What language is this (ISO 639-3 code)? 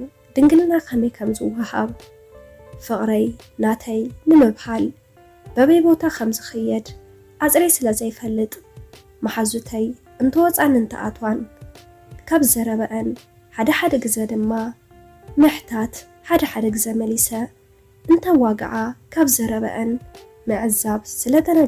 tir